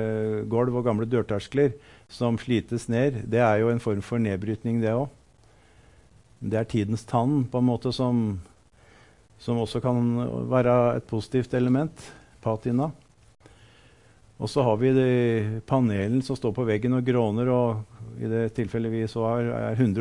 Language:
Norwegian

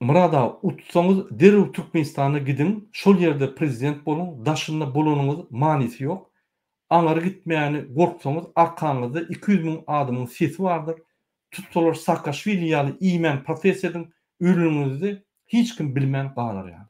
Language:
Turkmen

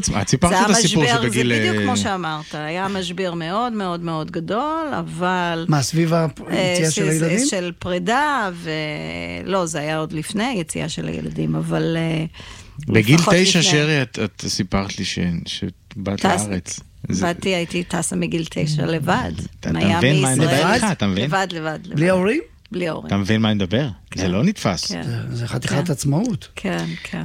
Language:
Hebrew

